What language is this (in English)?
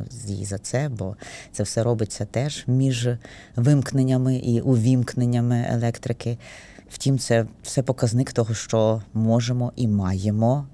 Ukrainian